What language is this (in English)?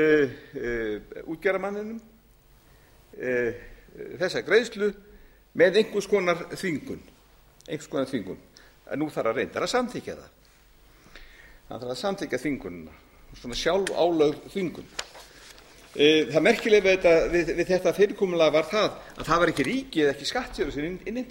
Icelandic